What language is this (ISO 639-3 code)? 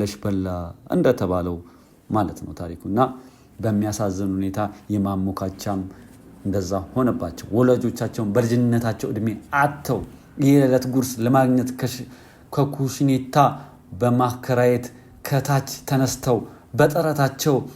amh